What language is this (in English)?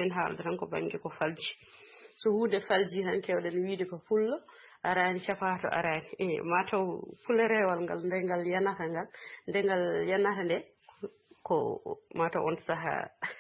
Fula